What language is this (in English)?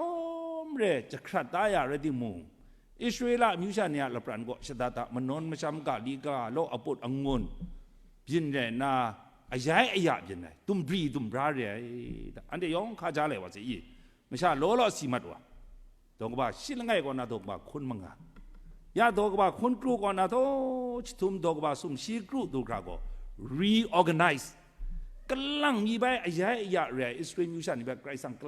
Kachin